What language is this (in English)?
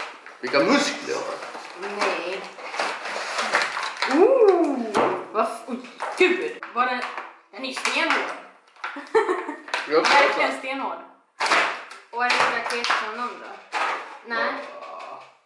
Swedish